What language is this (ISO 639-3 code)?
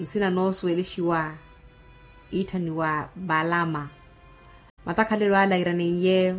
vmw